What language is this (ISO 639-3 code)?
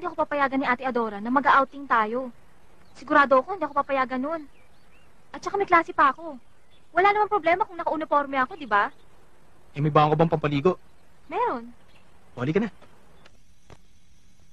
fil